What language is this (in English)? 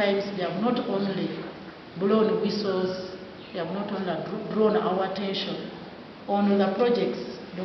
Nyankole